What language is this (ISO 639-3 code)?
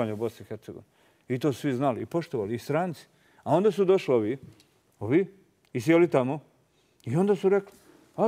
srp